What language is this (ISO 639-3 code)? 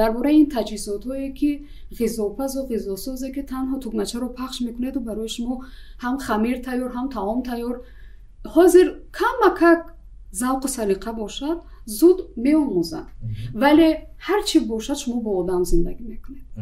tgk